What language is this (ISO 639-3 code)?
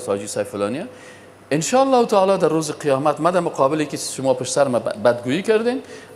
fas